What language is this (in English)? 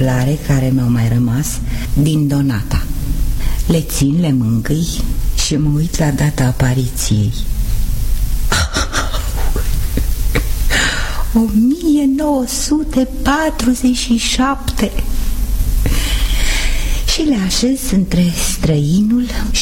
Romanian